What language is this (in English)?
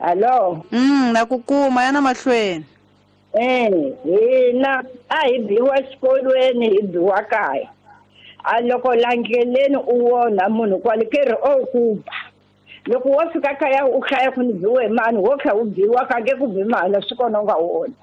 Tsonga